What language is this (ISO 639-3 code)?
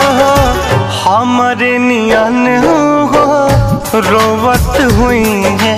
bho